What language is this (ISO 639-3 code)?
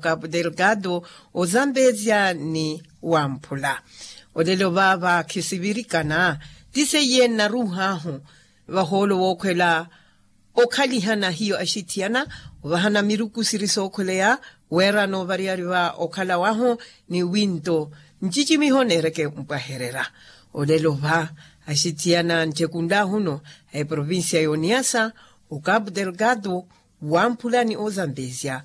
vmw